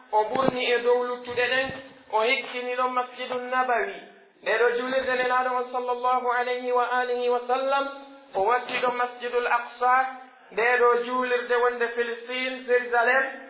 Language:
Pular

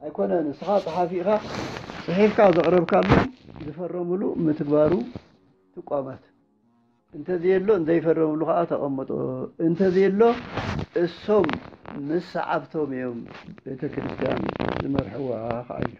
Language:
Tigrinya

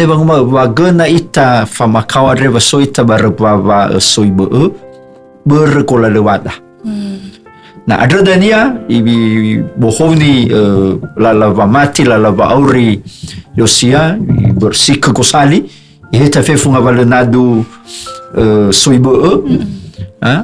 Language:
Nias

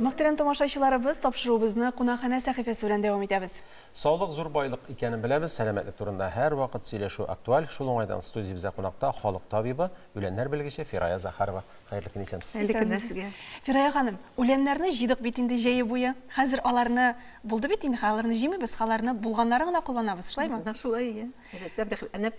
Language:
Tatar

